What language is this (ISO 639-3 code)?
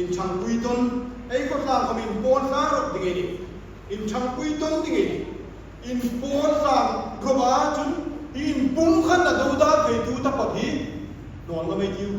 hmr